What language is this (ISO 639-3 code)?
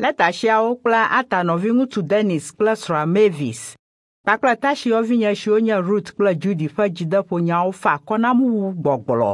ewe